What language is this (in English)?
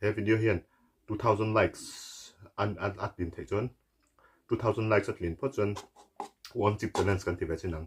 Mizo